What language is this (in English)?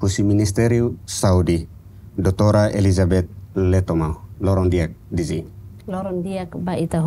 Tetum